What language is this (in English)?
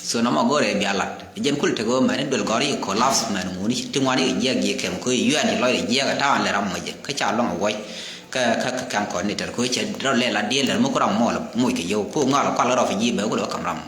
Nuer